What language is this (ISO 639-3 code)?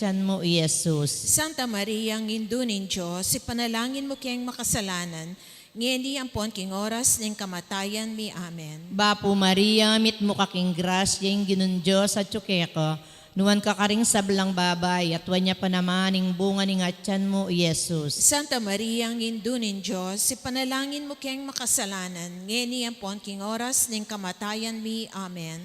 pam